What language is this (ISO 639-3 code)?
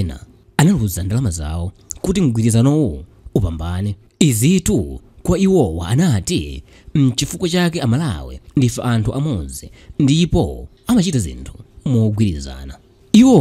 nya